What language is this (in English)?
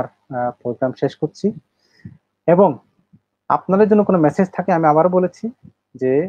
Bangla